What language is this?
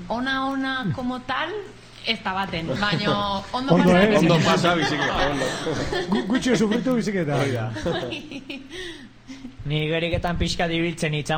Basque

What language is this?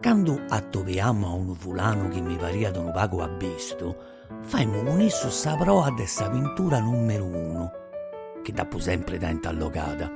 Sardinian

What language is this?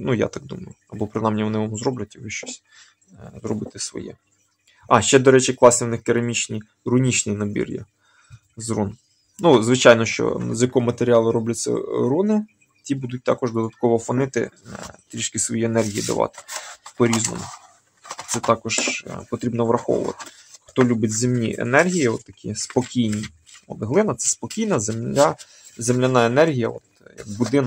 Ukrainian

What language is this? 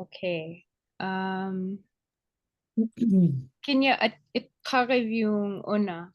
Inupiaq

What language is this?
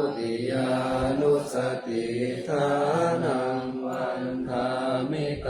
Pali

